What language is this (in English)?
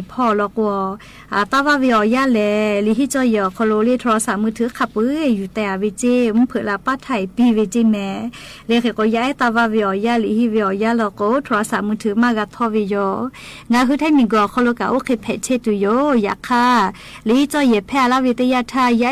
Lahu